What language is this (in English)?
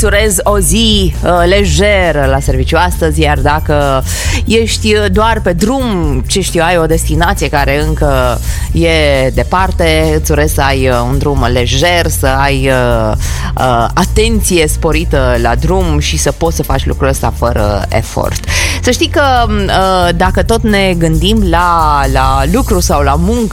Romanian